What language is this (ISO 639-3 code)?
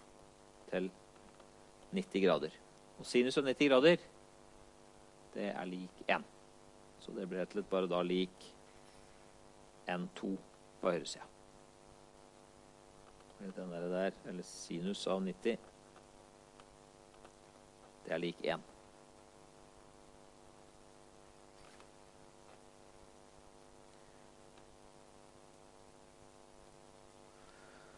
nor